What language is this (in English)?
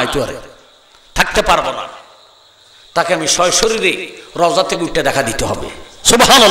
Bangla